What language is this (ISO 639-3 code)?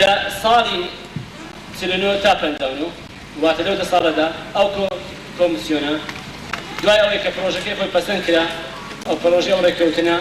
ckb